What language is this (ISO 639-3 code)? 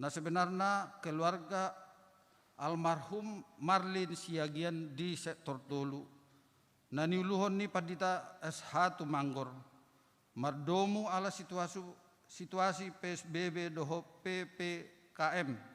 bbc